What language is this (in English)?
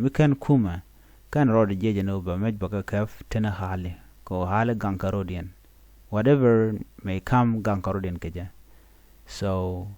Nuer